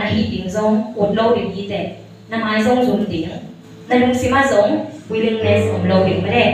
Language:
Tedim Chin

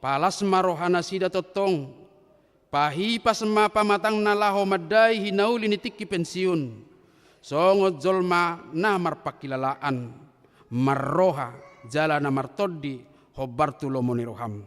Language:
Batak Toba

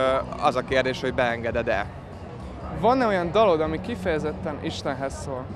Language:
Hungarian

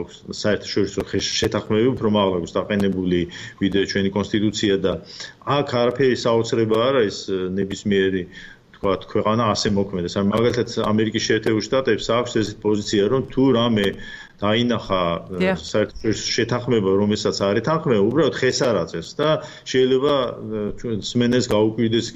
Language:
Georgian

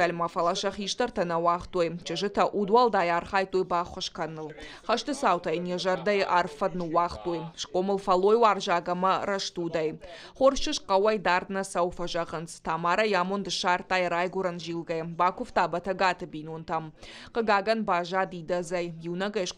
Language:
Ossetic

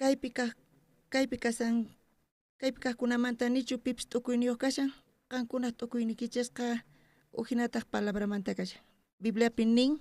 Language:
South Bolivian Quechua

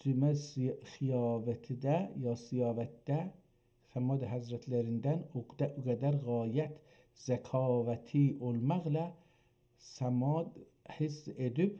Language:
South Azerbaijani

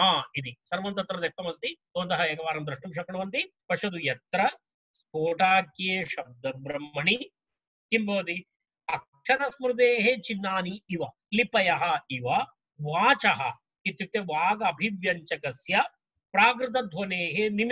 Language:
Sanskrit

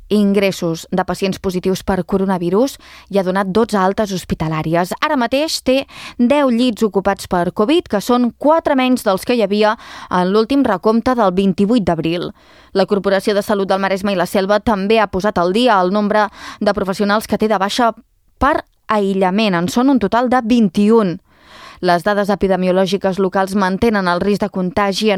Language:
Catalan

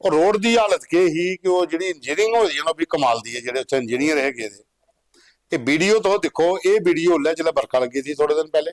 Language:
Dogri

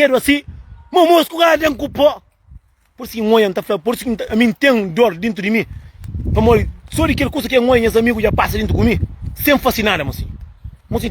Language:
Kabuverdianu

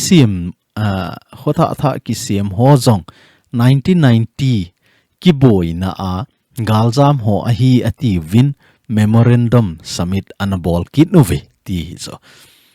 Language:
Thado Chin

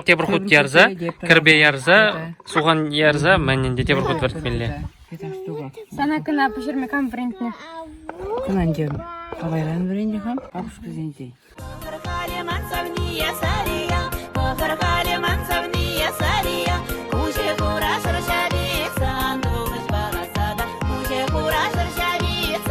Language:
Chuvash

